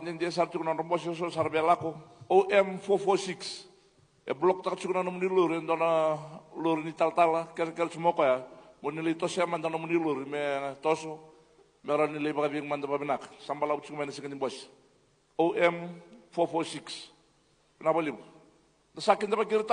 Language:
Fijian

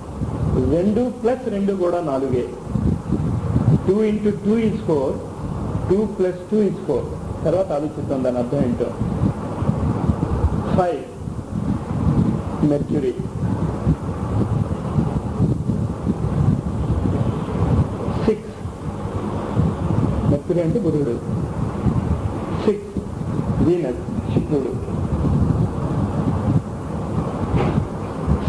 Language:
Telugu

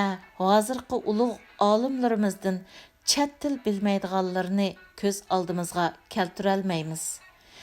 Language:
Uyghur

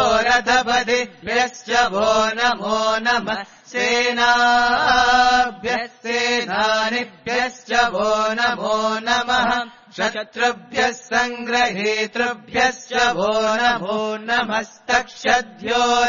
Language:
Sanskrit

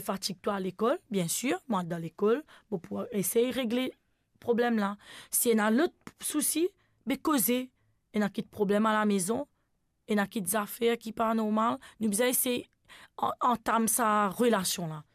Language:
Morisyen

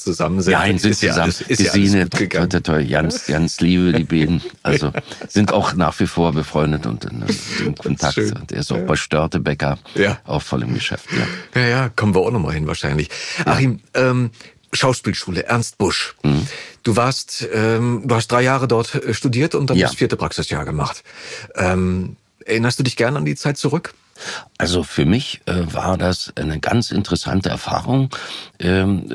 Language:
German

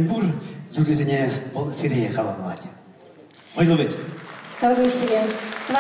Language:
Chuvash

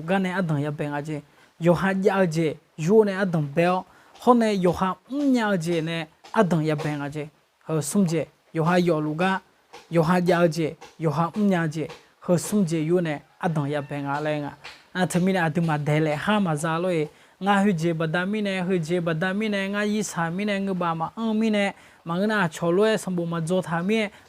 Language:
Akha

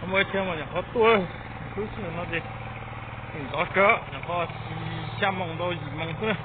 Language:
Hmong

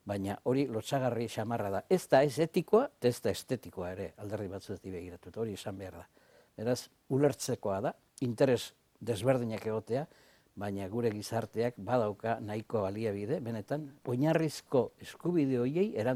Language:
Basque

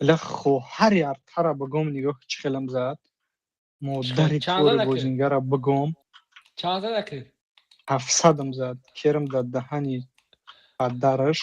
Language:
Tajik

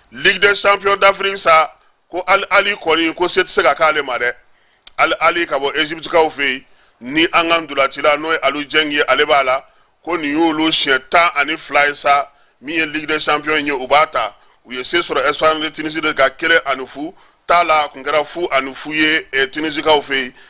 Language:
Bambara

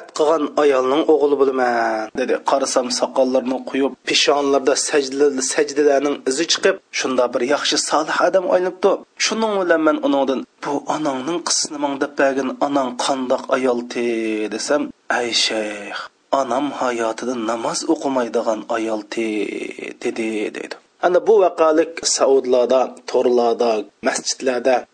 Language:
Uyghur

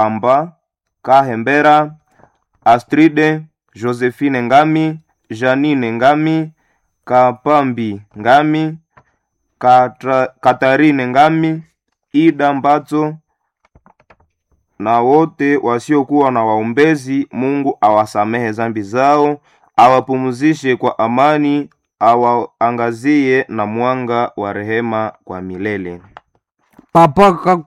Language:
Swahili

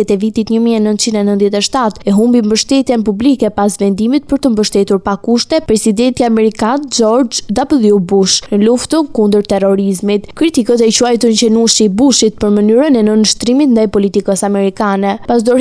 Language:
Albanian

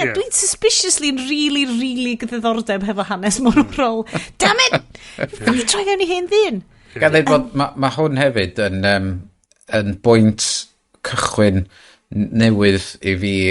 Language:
Welsh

